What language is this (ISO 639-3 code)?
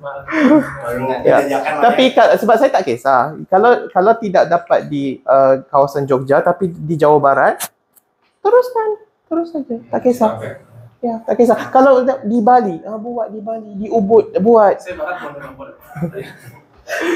msa